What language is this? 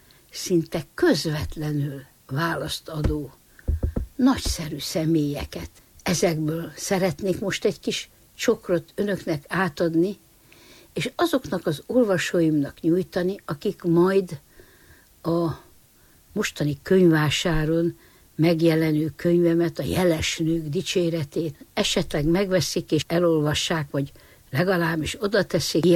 Hungarian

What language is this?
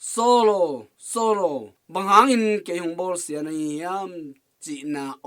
Tedim Chin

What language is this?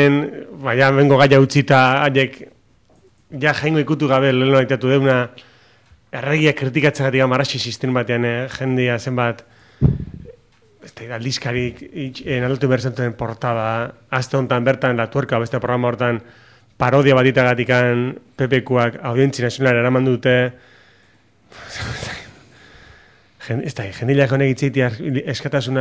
Basque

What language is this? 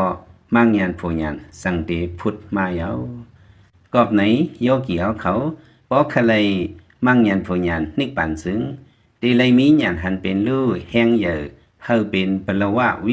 Lao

